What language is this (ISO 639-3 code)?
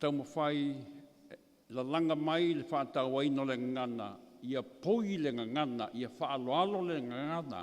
smo